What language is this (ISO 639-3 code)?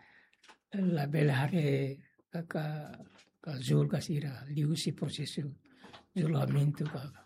tet